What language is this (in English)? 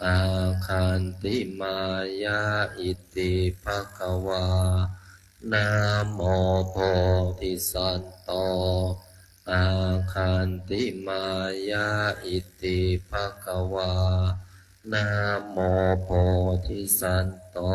Pali